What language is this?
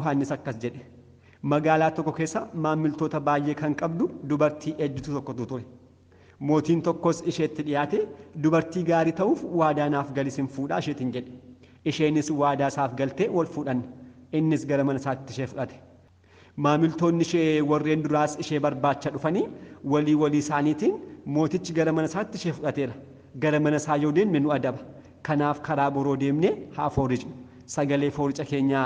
Oromo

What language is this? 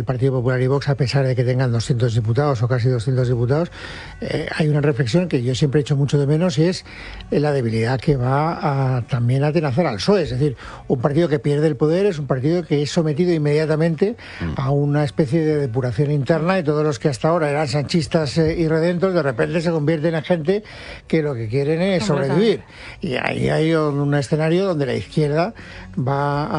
Spanish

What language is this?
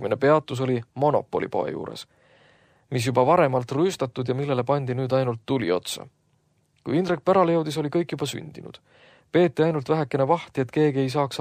Estonian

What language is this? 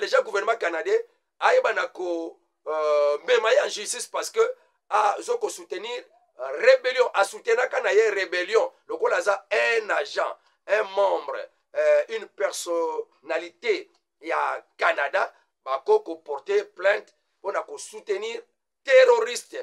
Lingala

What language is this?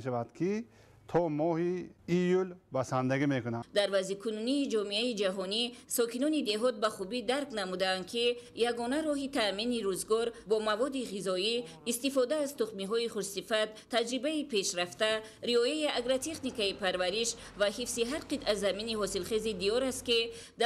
Tajik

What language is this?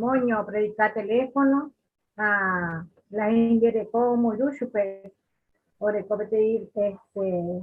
Guarani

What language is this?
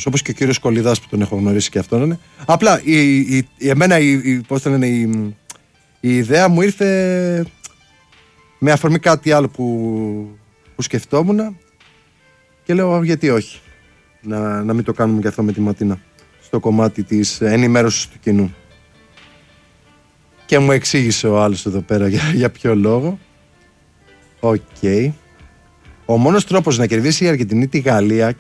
Greek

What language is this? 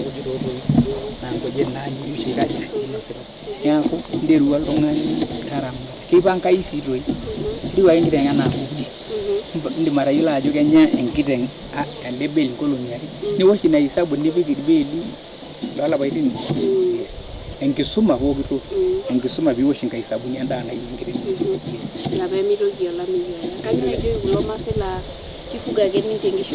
Masai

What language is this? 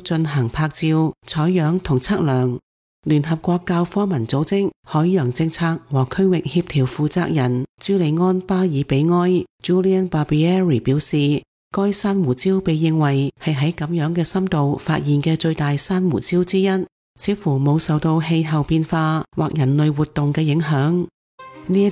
Cantonese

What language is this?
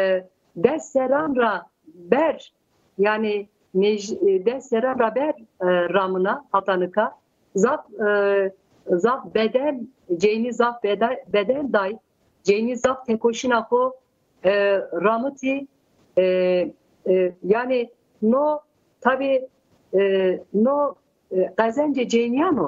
Zaza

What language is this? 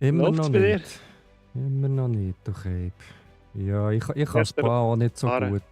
Swiss German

